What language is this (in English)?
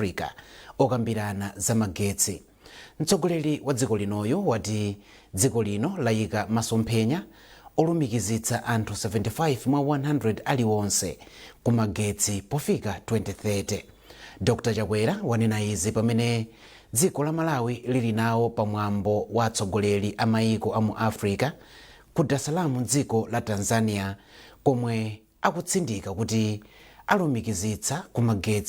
Nyanja